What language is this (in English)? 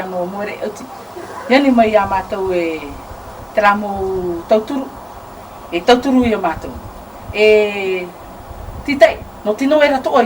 Tahitian